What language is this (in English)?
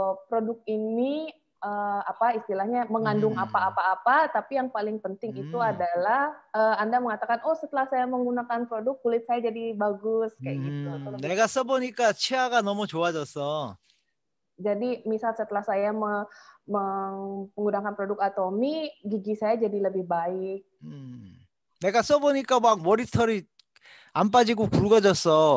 Indonesian